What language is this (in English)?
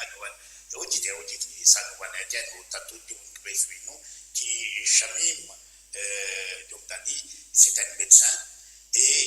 Morisyen